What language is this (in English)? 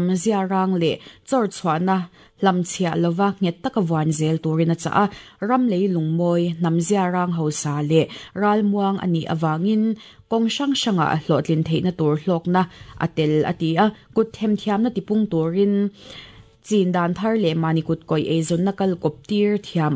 Mizo